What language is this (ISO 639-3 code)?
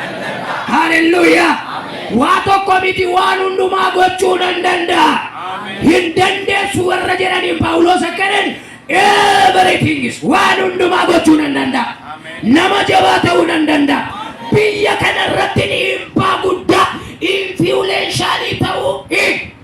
orm